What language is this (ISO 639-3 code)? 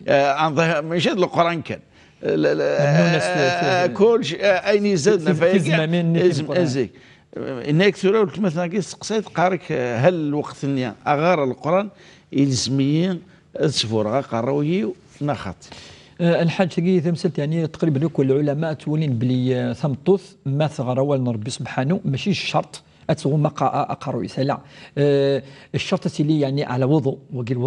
kab